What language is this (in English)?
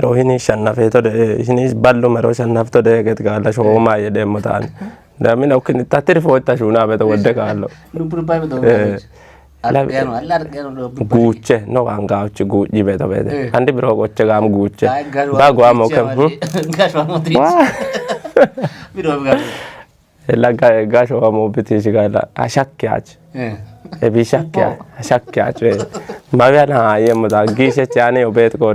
Kafa